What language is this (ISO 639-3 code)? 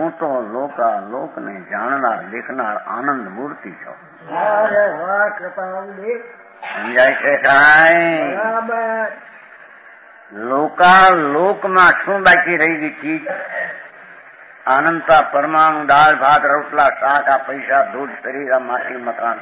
guj